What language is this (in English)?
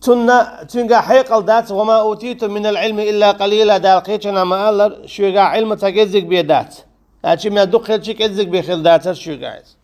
Chechen